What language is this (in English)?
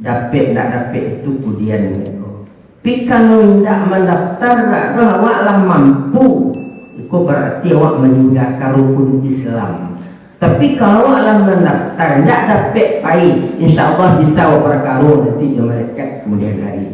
Minangkabau